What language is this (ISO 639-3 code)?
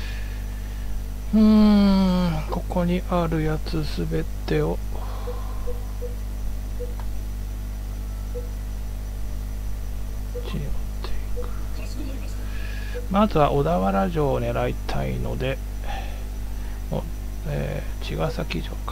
jpn